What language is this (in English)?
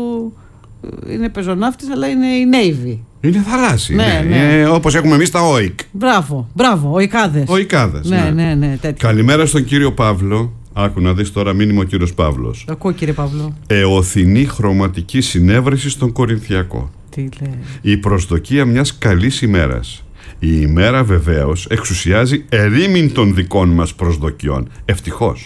Greek